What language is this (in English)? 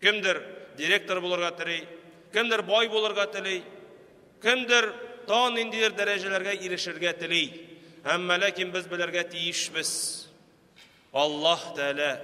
Tatar